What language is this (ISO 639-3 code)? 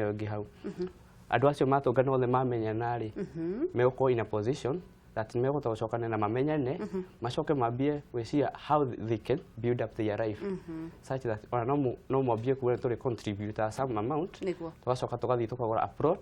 kik